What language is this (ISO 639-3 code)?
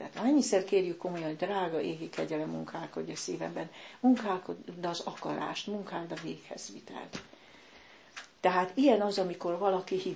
hun